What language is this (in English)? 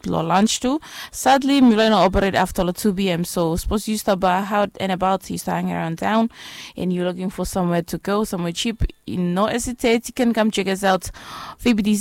Bislama